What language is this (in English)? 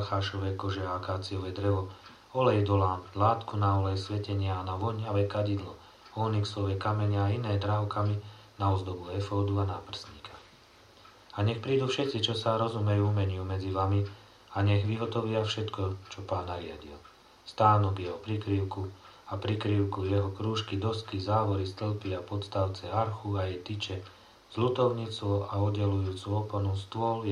Slovak